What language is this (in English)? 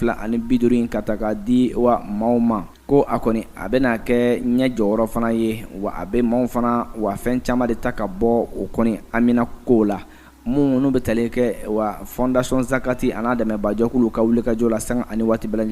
Bambara